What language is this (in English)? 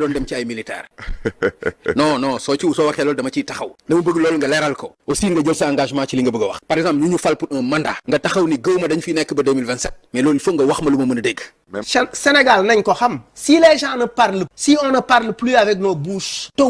Wolof